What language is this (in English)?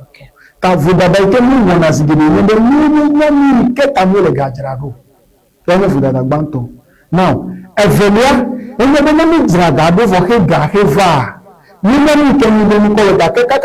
Ewe